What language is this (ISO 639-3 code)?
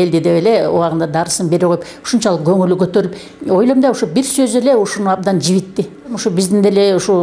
kir